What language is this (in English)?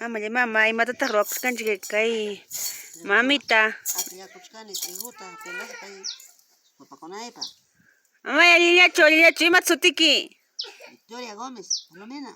Ayacucho Quechua